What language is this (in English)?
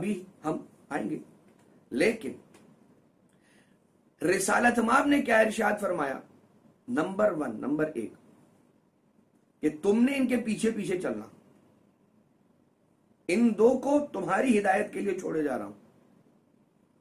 Urdu